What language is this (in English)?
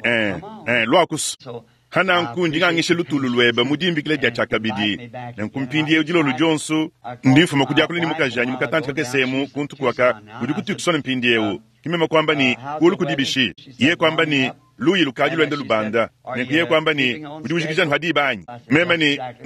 Luba-Lulua